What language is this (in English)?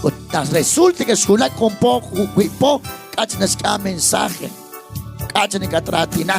Kekchí